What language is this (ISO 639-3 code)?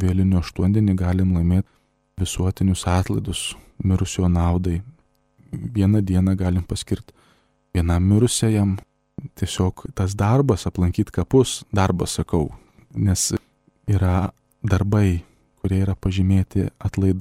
lit